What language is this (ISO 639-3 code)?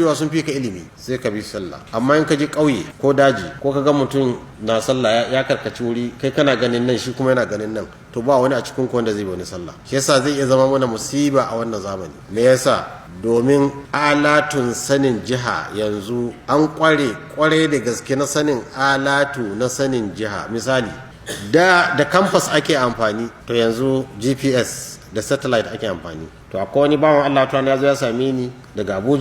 hau